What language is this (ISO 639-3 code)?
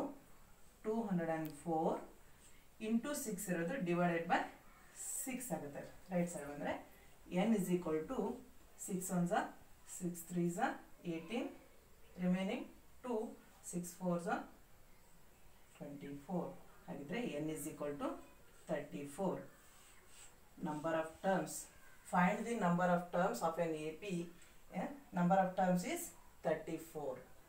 kan